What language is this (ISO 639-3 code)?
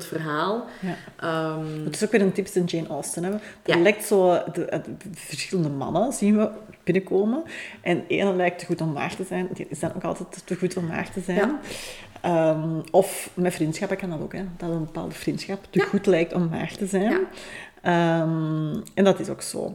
nld